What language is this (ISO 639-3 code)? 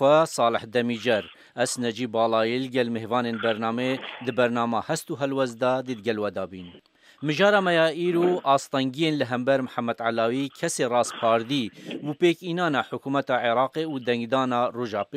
kur